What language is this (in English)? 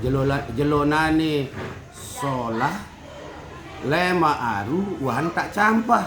Sasak